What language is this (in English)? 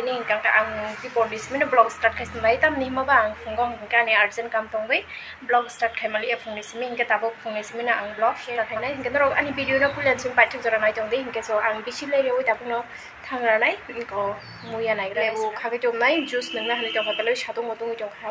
Kok Borok